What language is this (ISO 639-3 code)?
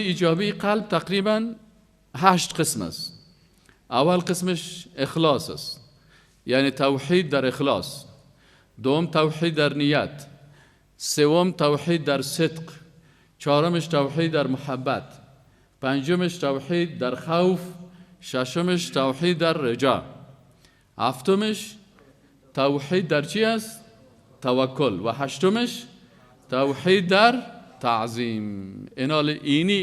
fas